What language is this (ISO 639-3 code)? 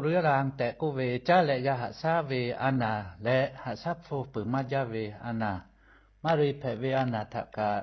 lhu